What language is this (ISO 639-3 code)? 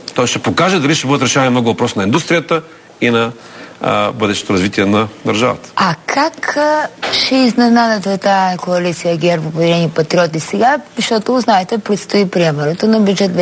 bul